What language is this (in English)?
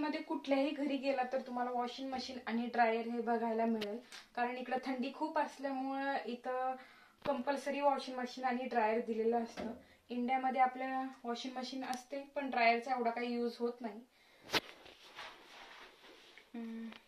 Marathi